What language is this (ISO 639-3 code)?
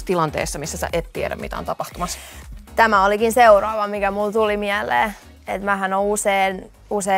fin